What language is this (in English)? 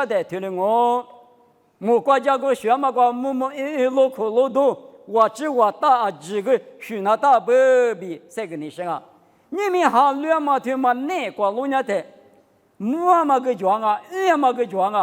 Lisu